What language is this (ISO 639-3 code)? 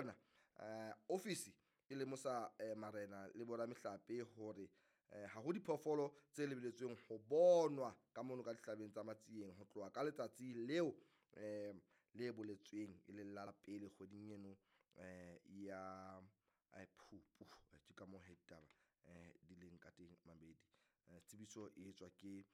sot